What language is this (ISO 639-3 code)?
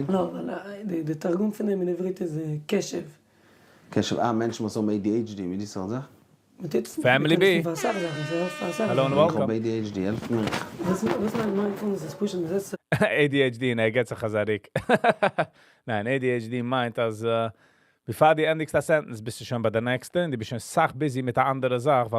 yid